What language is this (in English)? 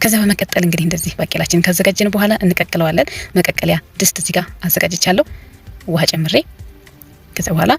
Amharic